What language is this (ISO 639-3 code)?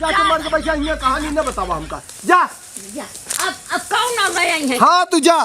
awa